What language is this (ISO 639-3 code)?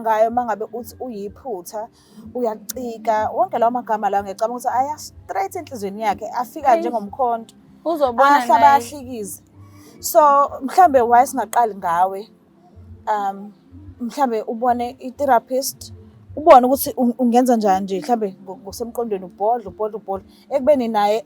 zul